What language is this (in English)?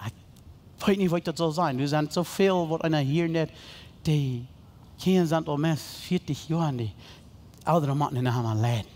Plautdietsch